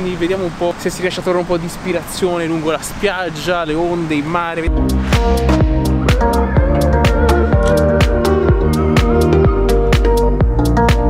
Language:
Italian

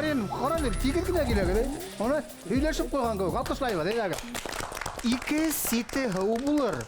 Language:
Bashkir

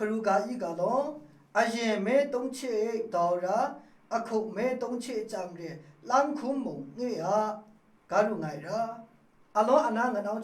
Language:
Maru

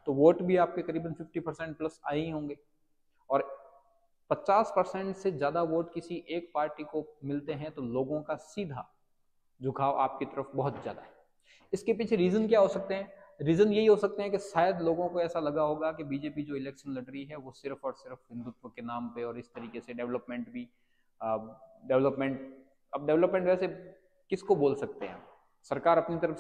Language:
Hindi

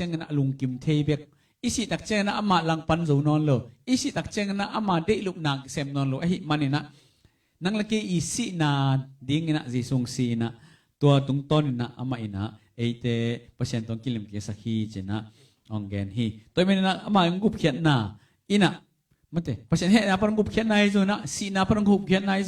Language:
Tedim Chin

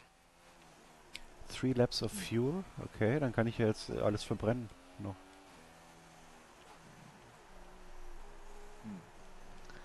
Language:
German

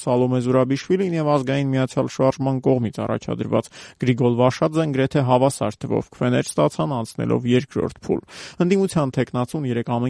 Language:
Armenian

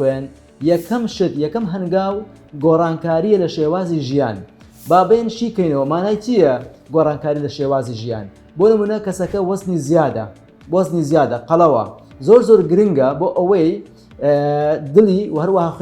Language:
Central Kurdish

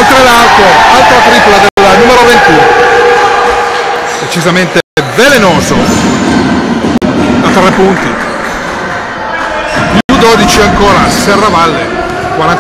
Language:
Italian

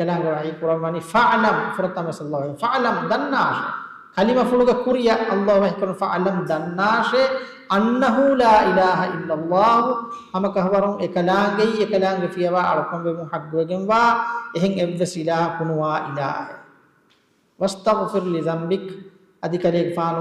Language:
Divehi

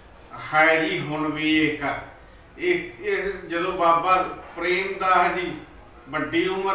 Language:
Punjabi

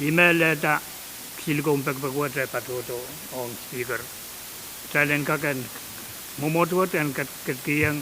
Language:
Pohnpeian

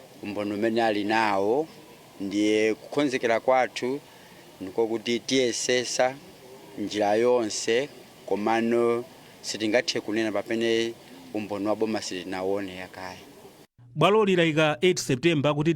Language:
Nyanja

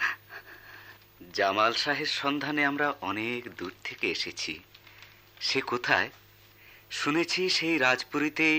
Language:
Bangla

